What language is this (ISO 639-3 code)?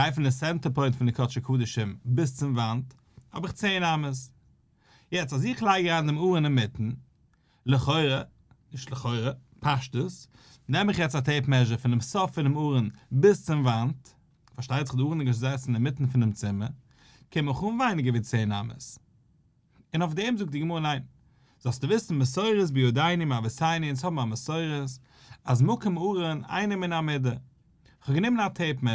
yid